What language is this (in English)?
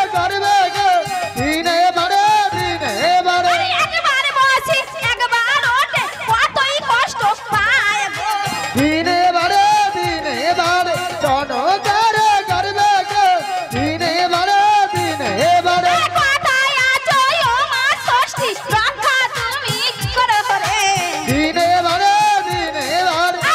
Bangla